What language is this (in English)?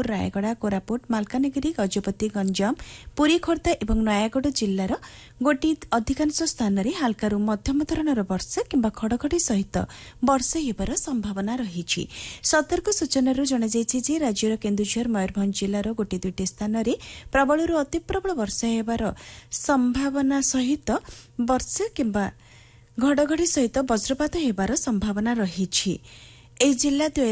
Odia